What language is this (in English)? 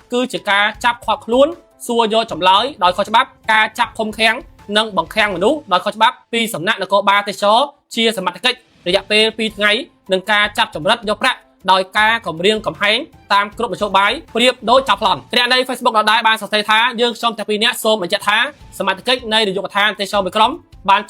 Khmer